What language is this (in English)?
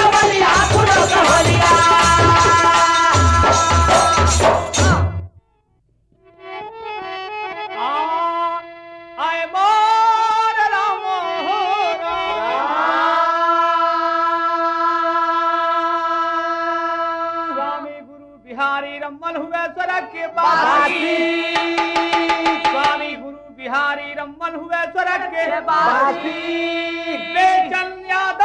Bhojpuri